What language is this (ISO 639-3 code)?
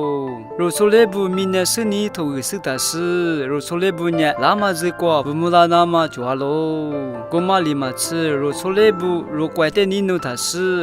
lis